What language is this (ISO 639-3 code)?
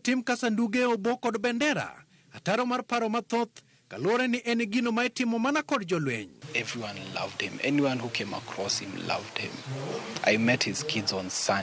luo